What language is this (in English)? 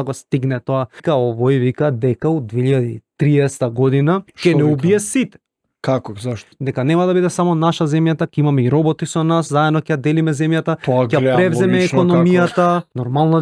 Macedonian